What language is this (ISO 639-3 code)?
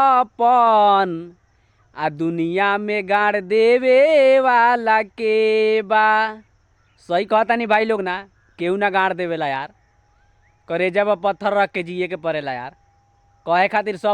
bho